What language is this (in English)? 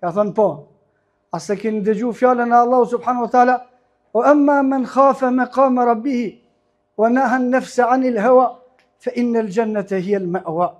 Albanian